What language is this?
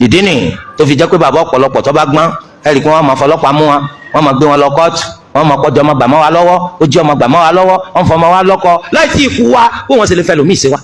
Yoruba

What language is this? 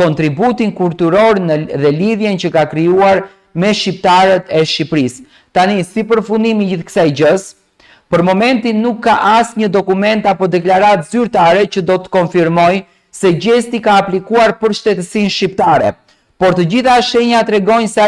Albanian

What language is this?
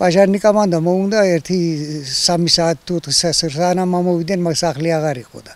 Georgian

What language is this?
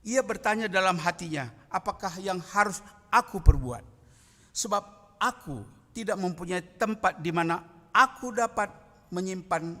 Batak Karo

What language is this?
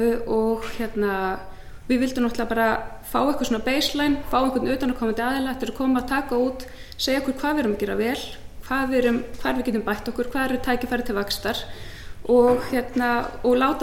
Icelandic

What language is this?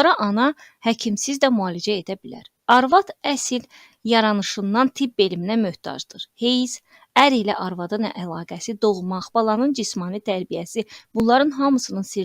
Azerbaijani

